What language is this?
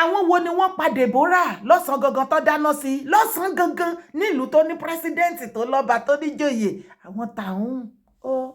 Yoruba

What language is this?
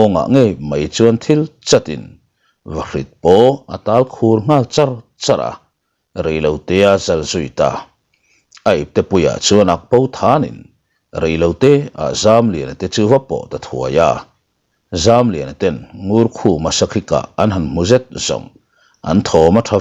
Mizo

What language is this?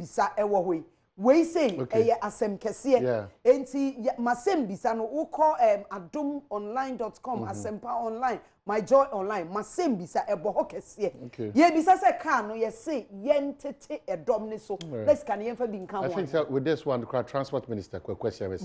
Akan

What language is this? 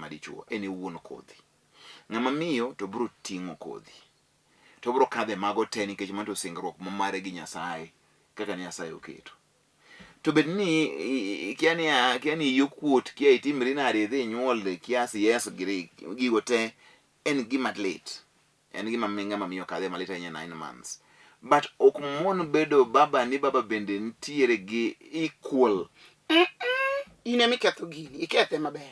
Luo (Kenya and Tanzania)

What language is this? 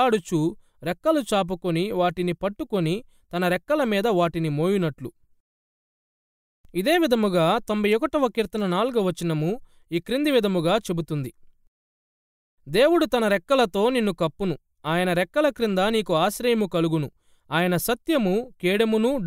Telugu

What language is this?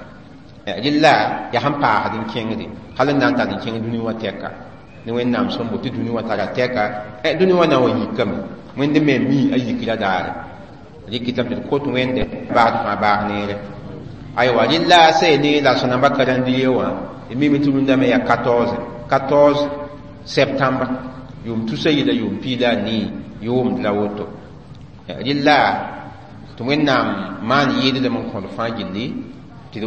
Mossi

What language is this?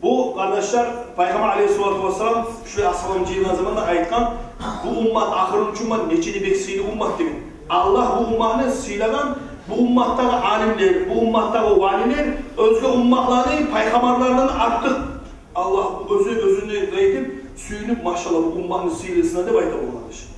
Kumyk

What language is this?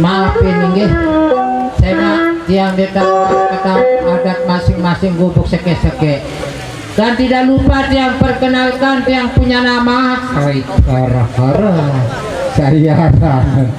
Sasak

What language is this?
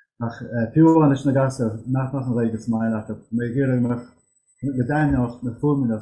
Irish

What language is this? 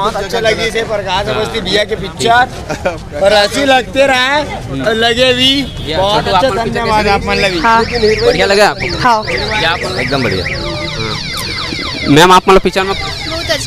Chhattisgarhi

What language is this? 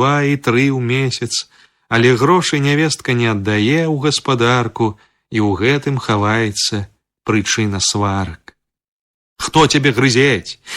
Belarusian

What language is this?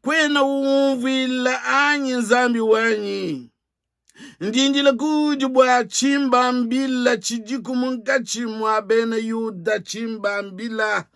Luba-Lulua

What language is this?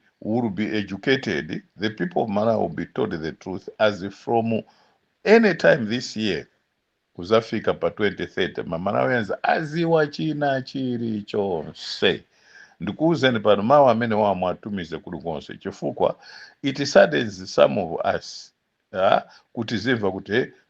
Nyanja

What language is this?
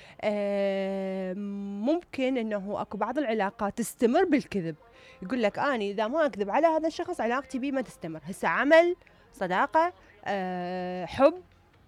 Mesopotamian Arabic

